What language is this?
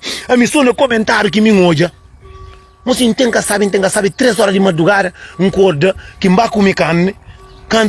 Kabuverdianu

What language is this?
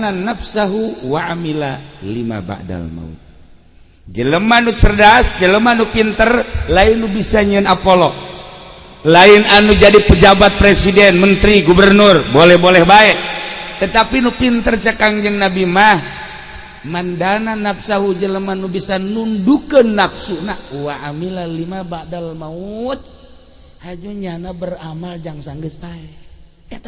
Sundanese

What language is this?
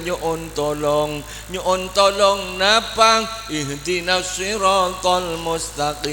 Madurese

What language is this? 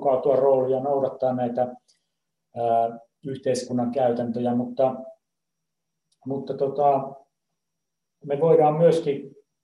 Finnish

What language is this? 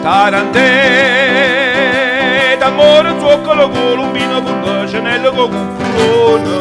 Neapolitan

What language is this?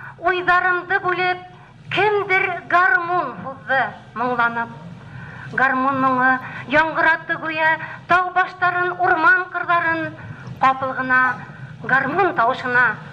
Bashkir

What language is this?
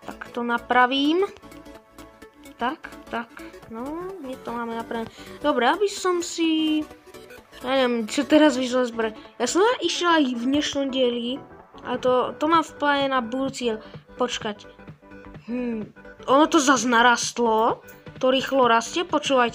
Slovak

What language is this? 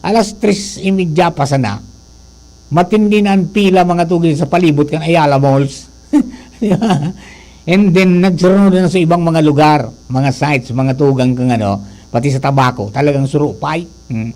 Bikol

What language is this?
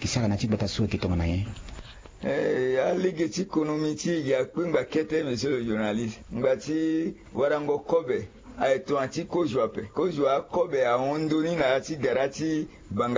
Sango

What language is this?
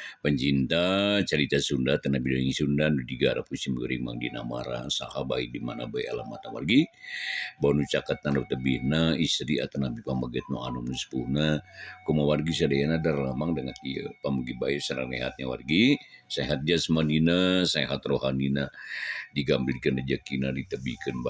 Sundanese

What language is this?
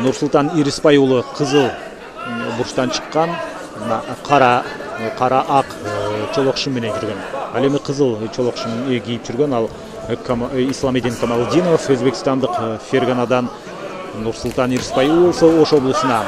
Kyrgyz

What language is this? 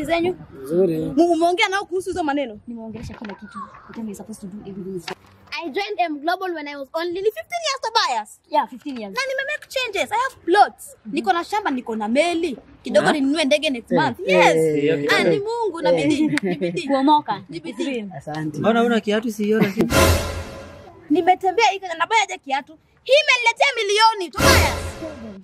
Swahili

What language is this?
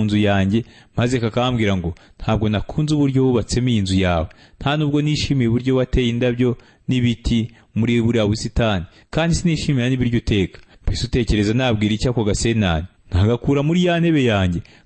Kinyarwanda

